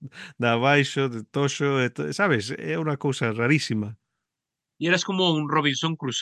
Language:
Galician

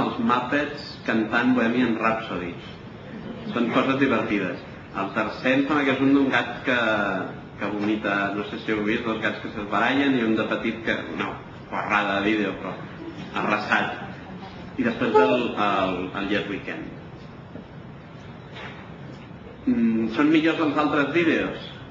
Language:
Catalan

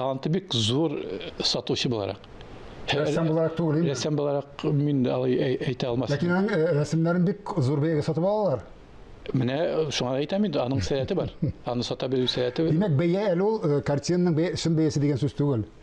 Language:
Tatar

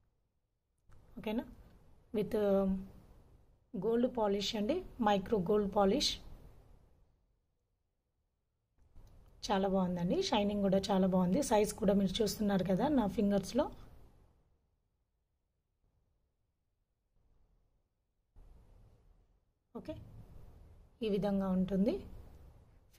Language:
Telugu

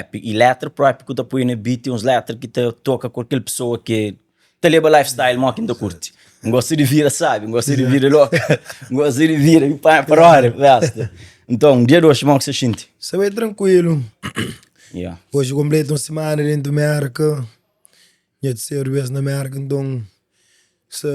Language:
Kabuverdianu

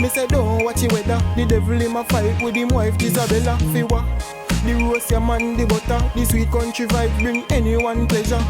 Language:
Jamaican Creole English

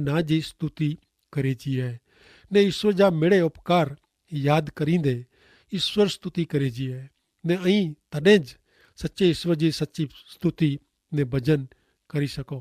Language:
Kachhi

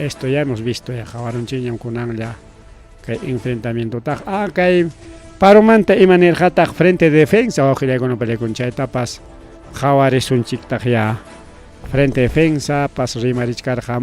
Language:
Ayacucho Quechua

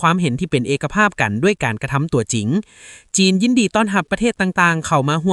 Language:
Lao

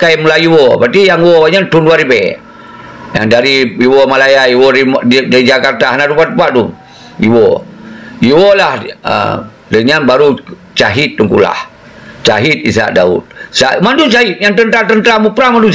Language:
Achinese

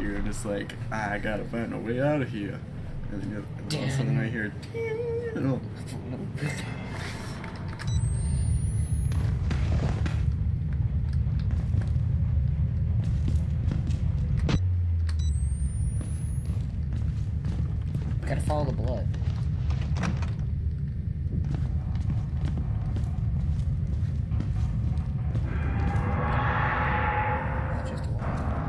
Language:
English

